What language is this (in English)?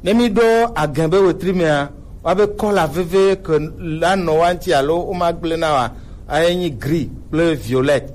Gen